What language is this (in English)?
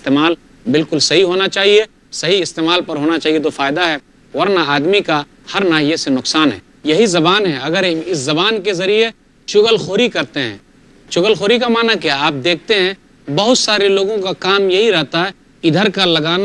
Urdu